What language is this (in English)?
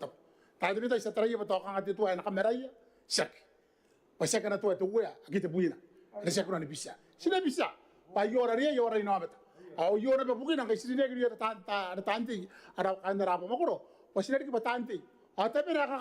Gilbertese